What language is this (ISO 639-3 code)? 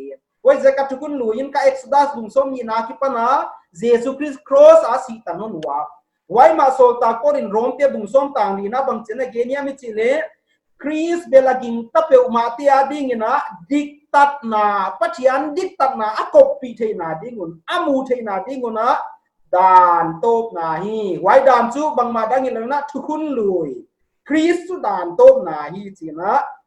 pck